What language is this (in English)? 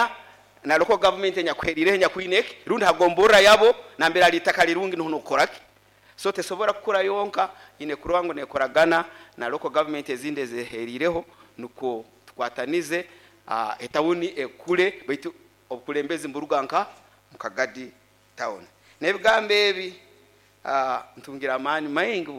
Nyoro